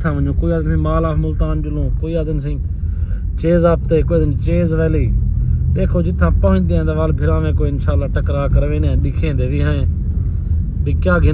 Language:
Saraiki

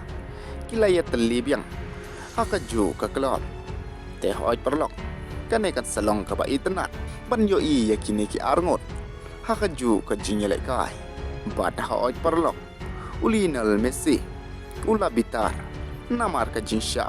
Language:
Khasi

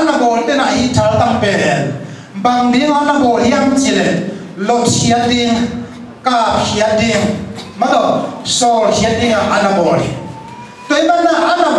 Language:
Tedim Chin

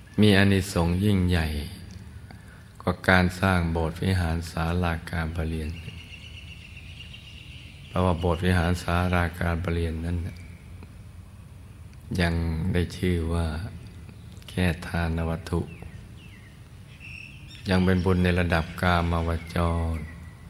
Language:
Thai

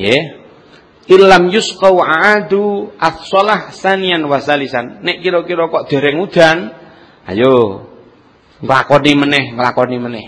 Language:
Javanese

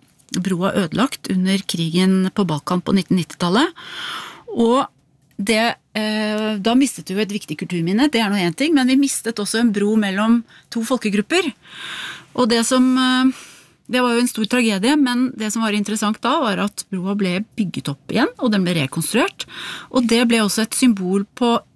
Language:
Norwegian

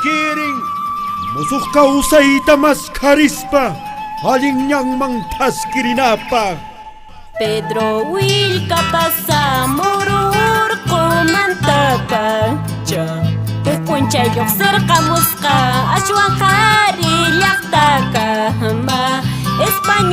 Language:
Puno Quechua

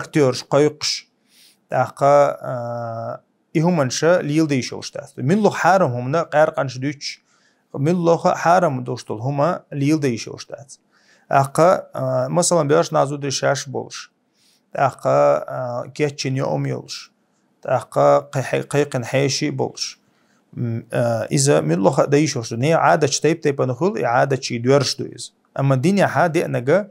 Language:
Chechen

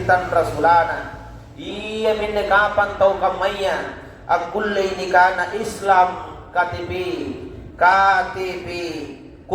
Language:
Makasar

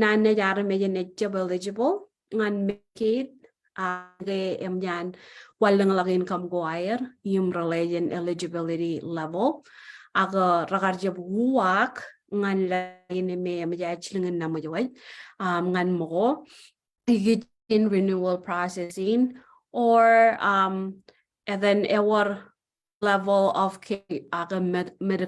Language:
Marshallese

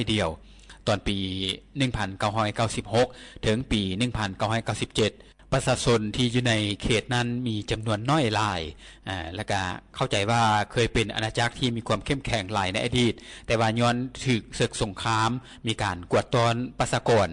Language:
Lao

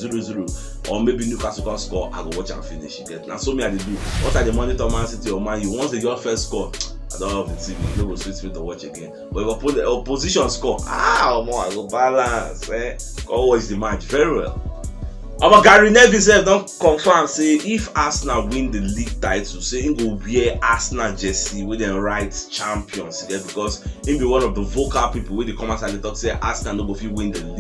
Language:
Nigerian Pidgin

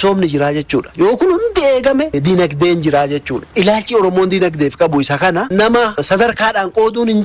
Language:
Oromo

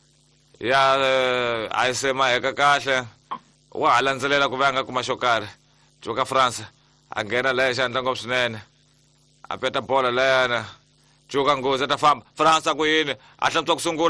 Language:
Tsonga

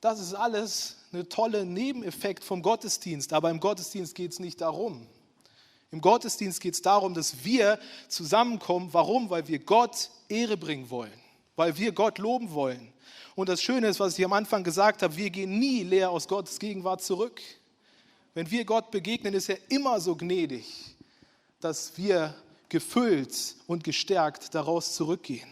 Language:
Swiss German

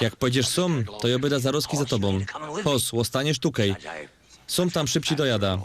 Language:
Silesian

